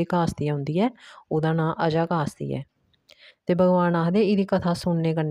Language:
Dogri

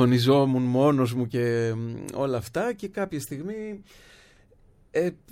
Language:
Greek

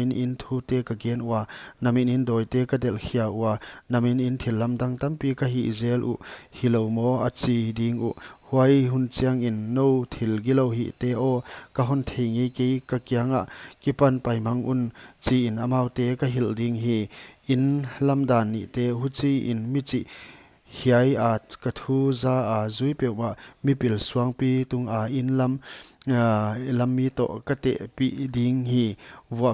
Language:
Paite Chin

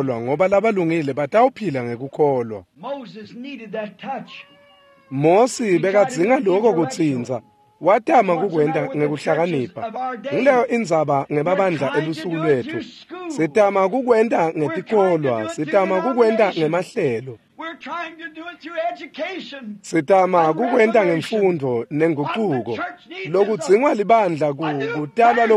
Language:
Swati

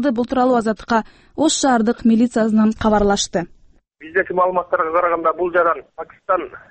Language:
Kyrgyz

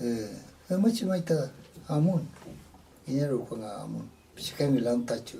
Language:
Mapuche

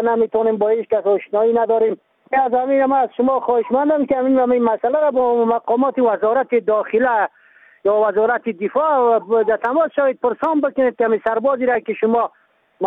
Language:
Persian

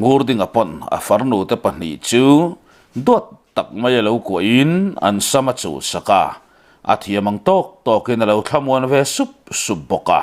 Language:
Mizo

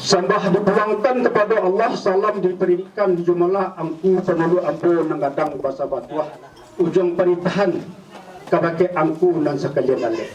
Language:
Minangkabau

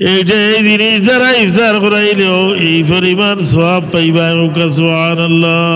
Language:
Sylheti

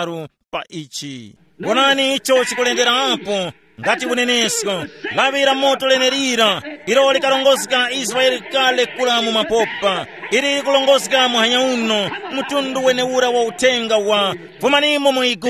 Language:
Tumbuka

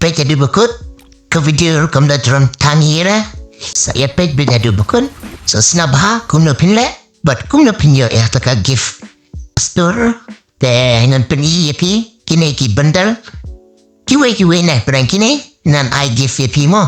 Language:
Khasi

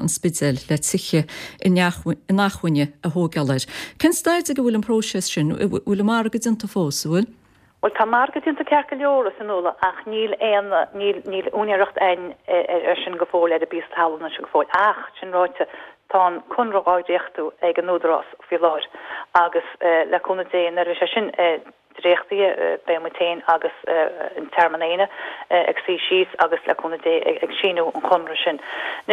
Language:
Irish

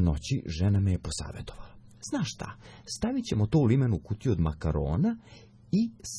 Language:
Serbian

